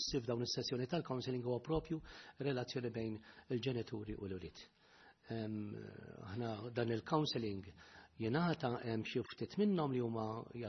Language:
Maltese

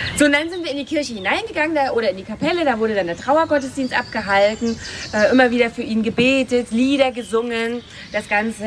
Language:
German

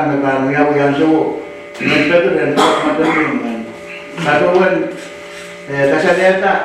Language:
Pohnpeian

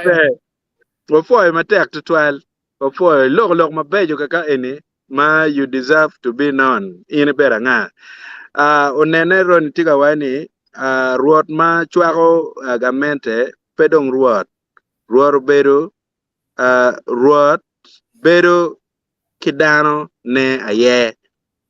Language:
Acoli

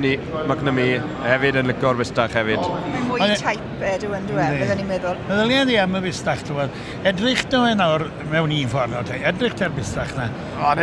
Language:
Welsh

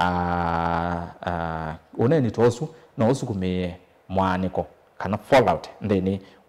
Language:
Kamba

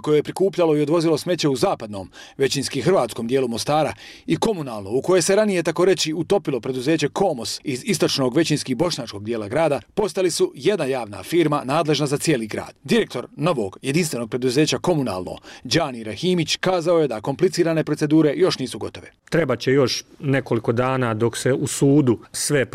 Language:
Bosnian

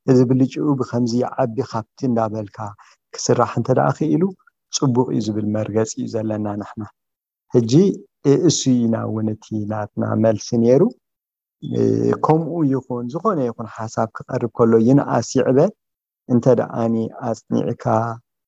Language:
Tigrinya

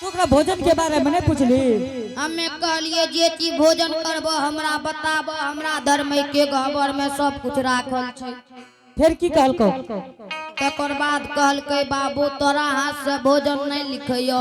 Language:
Angika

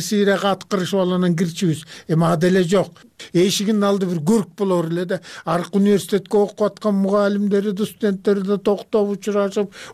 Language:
Kyrgyz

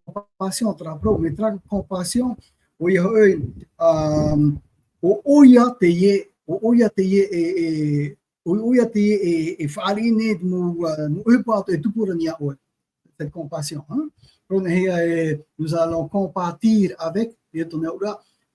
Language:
Tahitian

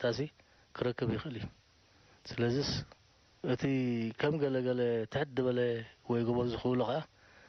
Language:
Tigrinya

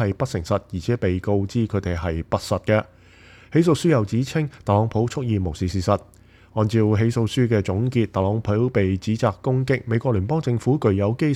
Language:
Cantonese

